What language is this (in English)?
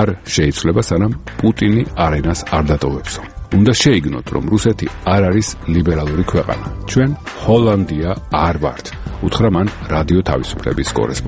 Georgian